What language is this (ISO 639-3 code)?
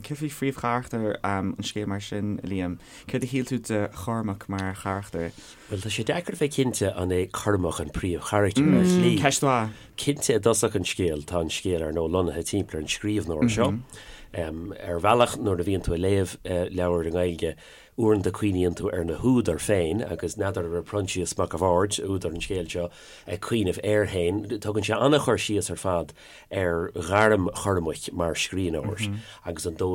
gle